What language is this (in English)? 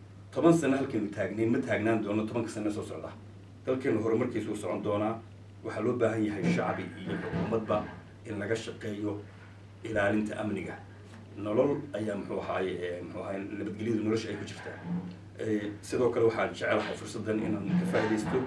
Somali